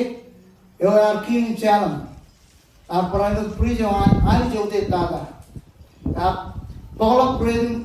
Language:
Marshallese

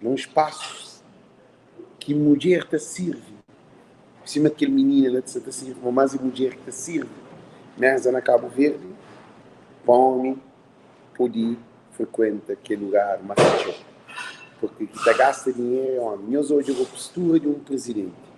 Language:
Kabuverdianu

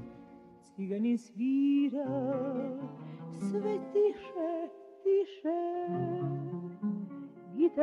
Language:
Serbian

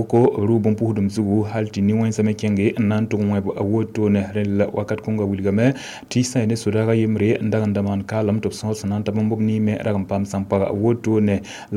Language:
Mossi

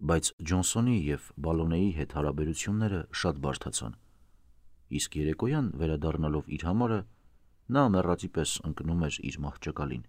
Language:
Armenian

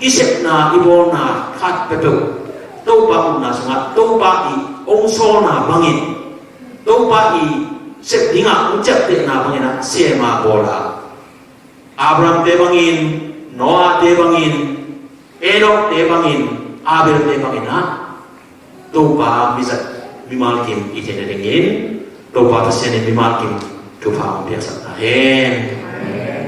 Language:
Tedim Chin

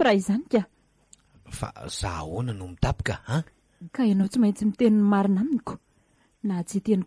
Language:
Malagasy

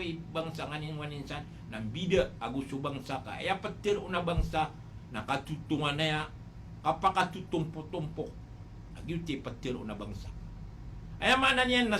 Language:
Maranao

